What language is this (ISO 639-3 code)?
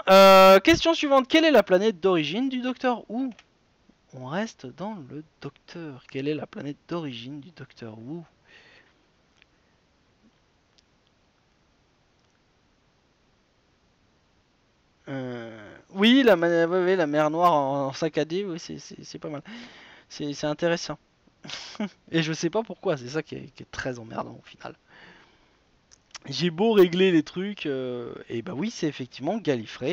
fra